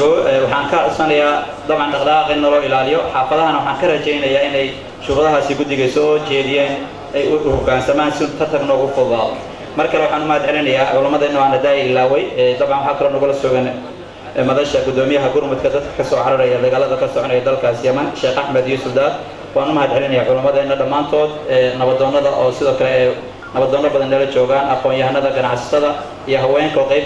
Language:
Somali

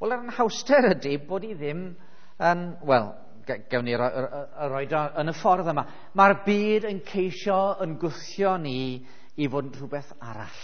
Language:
Welsh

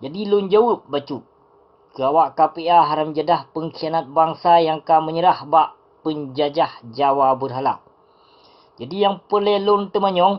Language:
Achinese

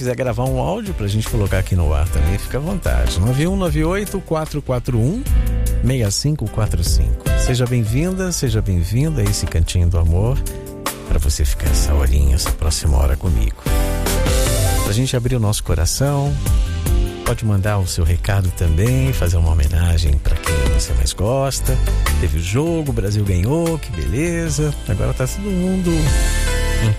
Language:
Portuguese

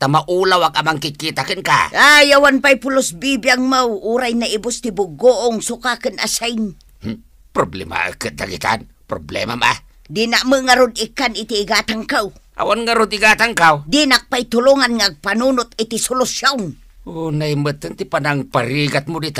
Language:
Iloko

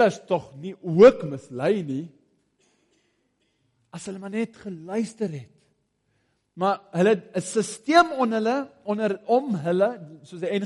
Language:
Afrikaans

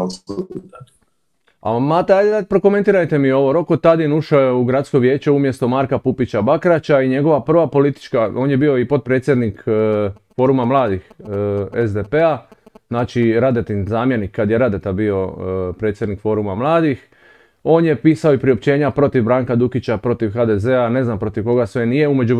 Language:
Croatian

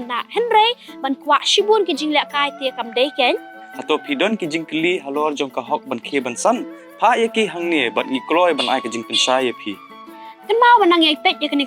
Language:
Khasi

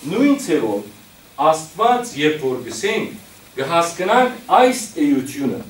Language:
Western Armenian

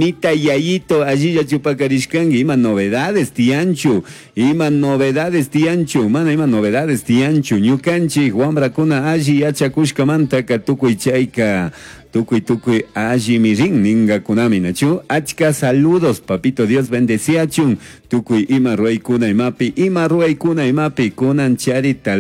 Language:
Chimborazo Highland Quichua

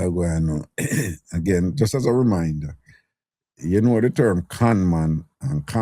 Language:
Jamaican Creole English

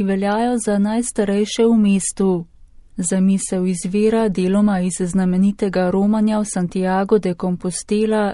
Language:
Slovenian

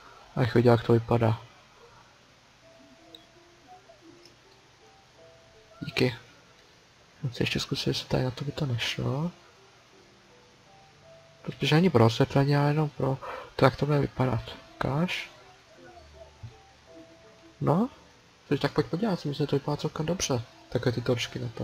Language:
Czech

